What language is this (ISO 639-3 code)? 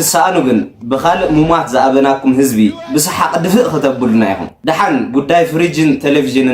tir